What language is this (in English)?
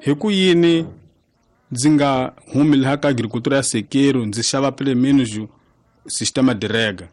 Tsonga